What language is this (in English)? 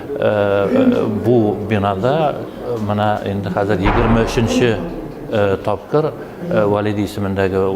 Bashkir